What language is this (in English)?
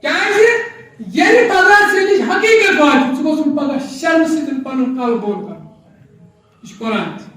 Kashmiri